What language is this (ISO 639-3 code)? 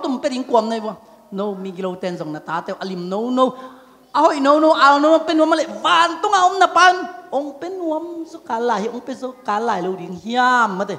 ctd